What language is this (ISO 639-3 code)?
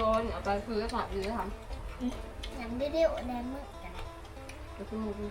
tts